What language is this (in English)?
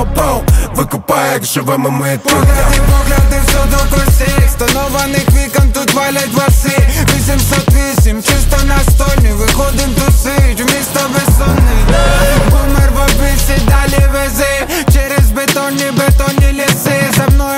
Ukrainian